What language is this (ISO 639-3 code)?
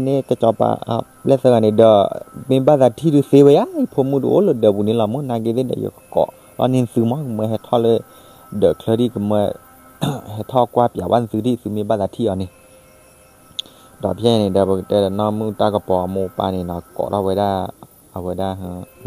ksw